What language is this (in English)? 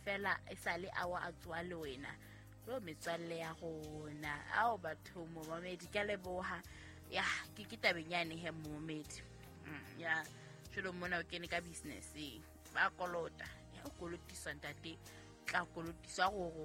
Southern Sotho